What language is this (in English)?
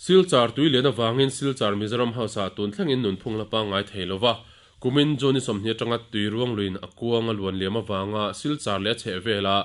Mizo